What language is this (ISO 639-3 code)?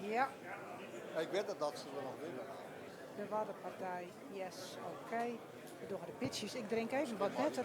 fry